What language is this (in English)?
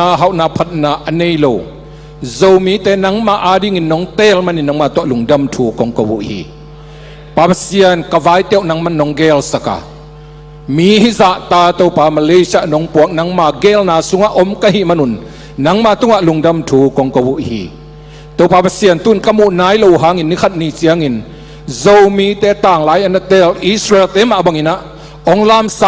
Tedim Chin